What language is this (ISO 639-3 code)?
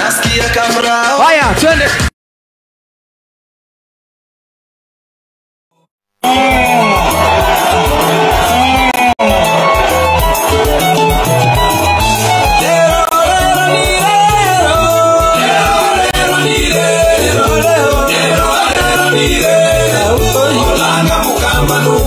swa